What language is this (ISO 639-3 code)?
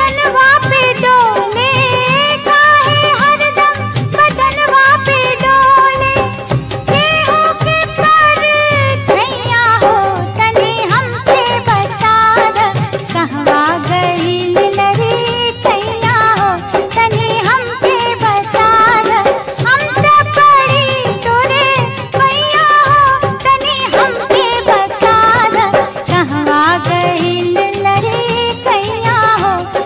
bho